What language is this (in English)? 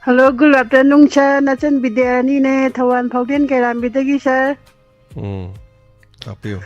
Manipuri